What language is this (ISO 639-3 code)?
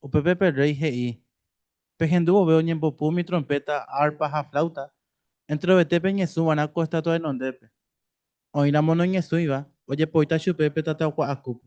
grn